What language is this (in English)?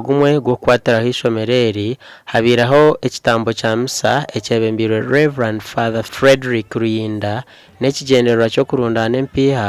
Nyankole